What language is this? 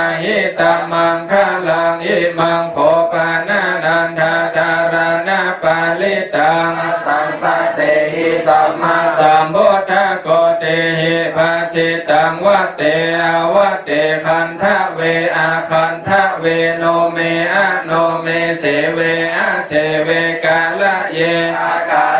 Pali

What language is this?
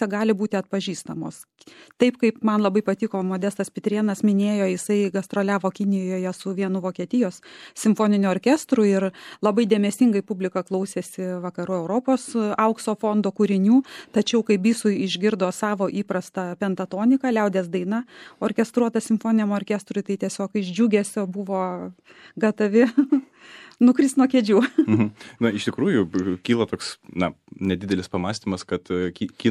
Lithuanian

